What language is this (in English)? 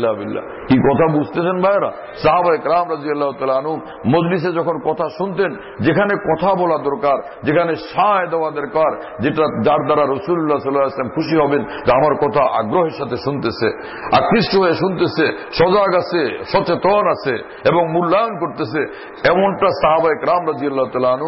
Bangla